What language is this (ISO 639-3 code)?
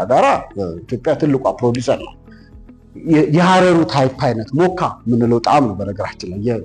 amh